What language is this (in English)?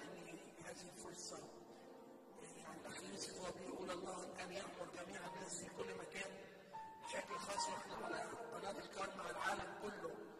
Egyptian Arabic